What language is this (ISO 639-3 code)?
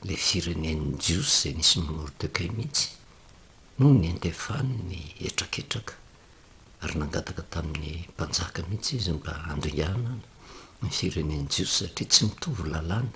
mlg